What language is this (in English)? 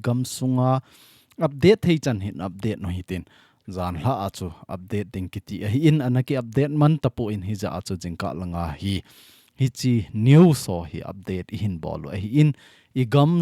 Thado Chin